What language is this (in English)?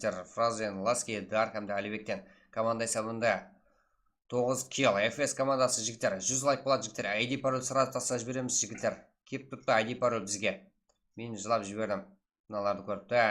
Kara-Kalpak